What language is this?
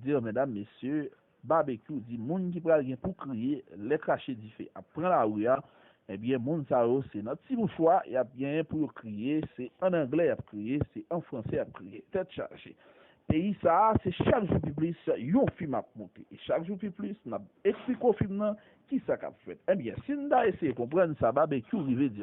Haitian Creole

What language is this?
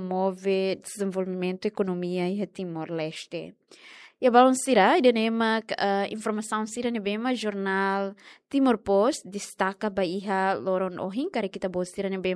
Tetum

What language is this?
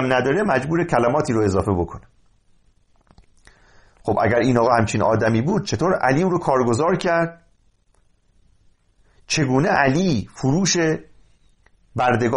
Persian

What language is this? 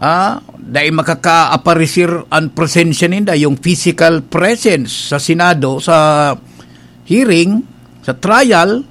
Bikol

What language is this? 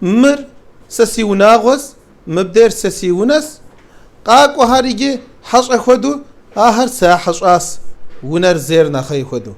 Kabardian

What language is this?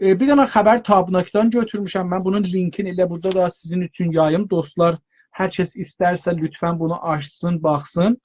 South Azerbaijani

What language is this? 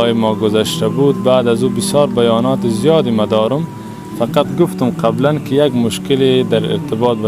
Persian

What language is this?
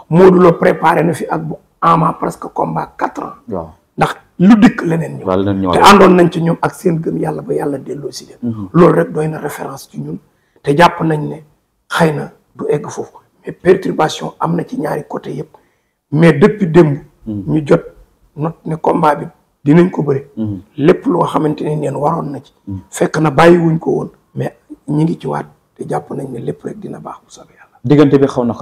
Wolof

